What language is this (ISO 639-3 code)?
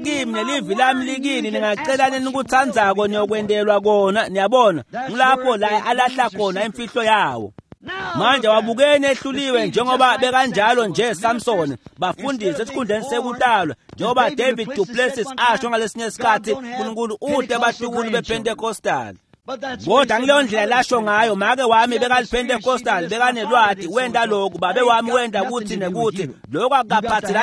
ssw